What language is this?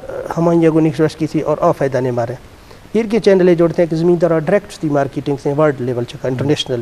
Eastern Balochi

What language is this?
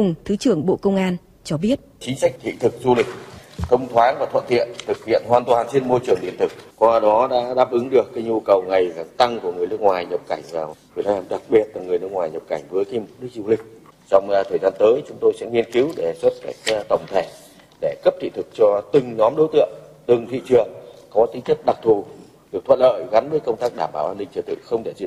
Vietnamese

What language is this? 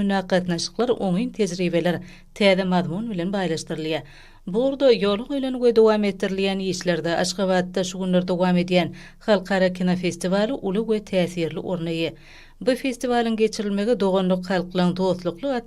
Turkmen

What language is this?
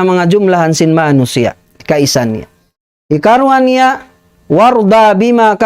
Tausug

